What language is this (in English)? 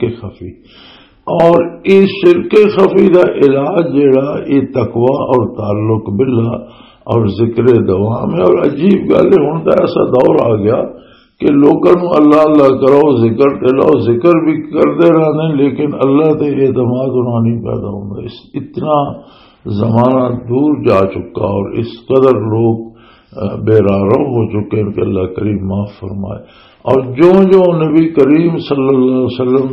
Western Panjabi